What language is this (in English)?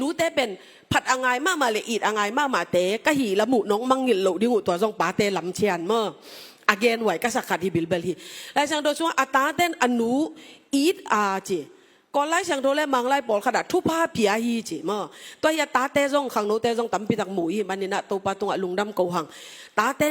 Tedim Chin